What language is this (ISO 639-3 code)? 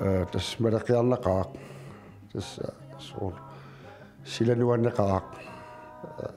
kal